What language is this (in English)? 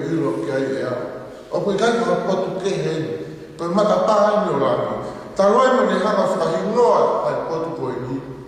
Tongan